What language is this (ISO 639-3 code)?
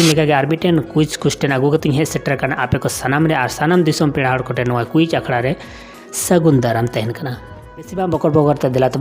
sat